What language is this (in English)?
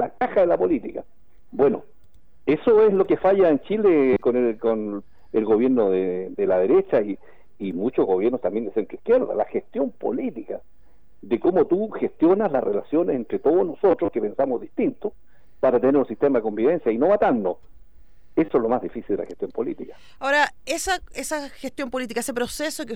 Spanish